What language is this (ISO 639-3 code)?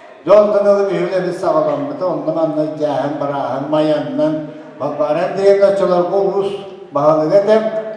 sah